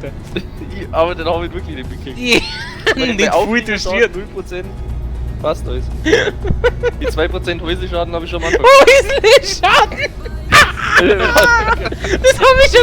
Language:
Bavarian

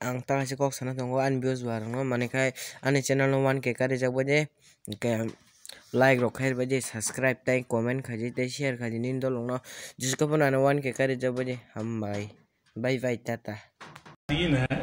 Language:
Kok Borok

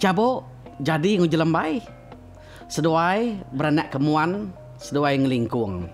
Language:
Iban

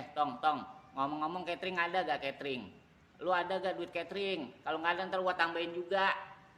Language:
Betawi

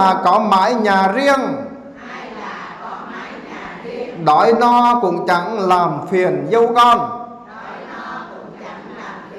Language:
Vietnamese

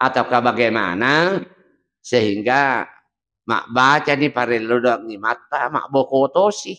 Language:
Buginese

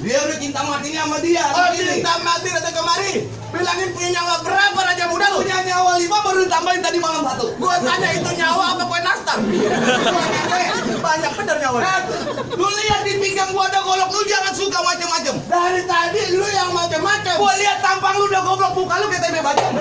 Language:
Betawi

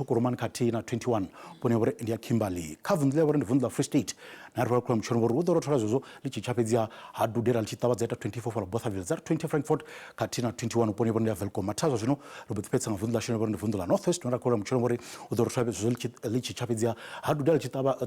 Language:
Venda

